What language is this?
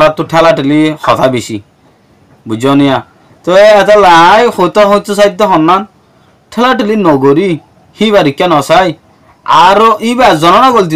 Rohingya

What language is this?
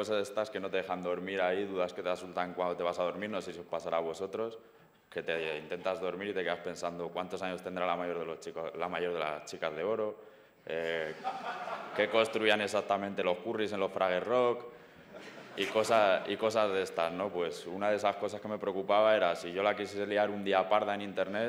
Spanish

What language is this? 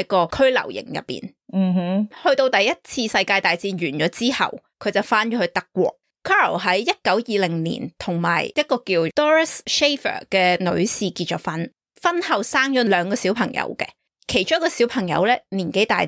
Cantonese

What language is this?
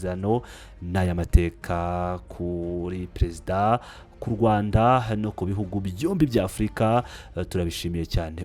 Kinyarwanda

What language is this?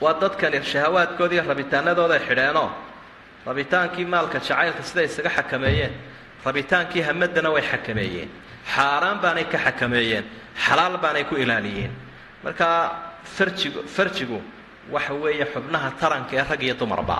Somali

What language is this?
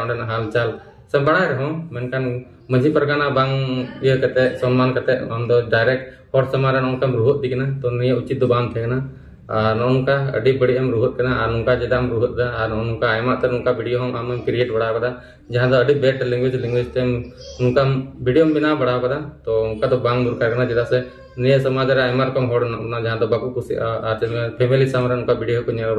Santali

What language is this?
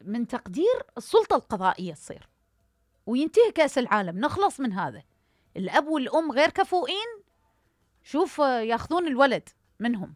Mesopotamian Arabic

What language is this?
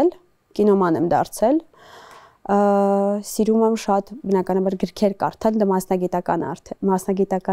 Armenian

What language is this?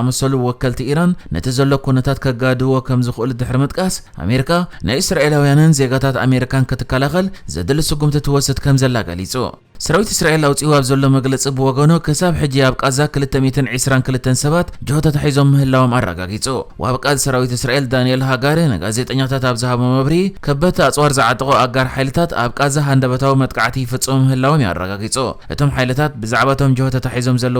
Tigrinya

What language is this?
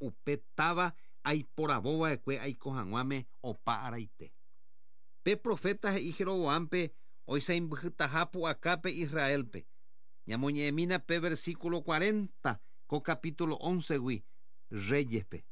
Guarani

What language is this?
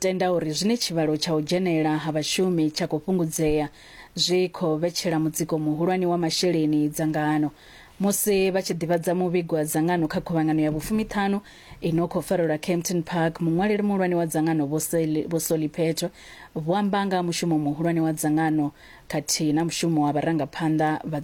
Venda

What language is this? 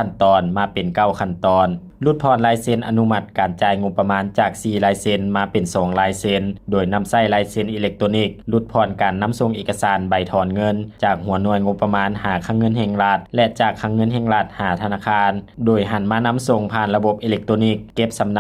Lao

